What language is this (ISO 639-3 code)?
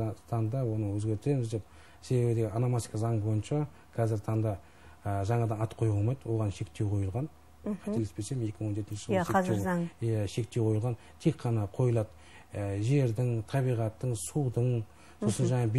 kaz